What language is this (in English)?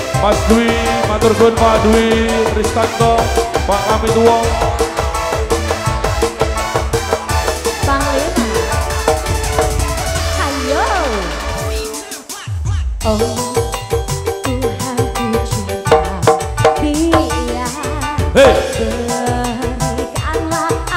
Indonesian